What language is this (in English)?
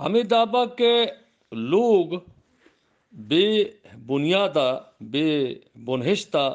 Eastern Balochi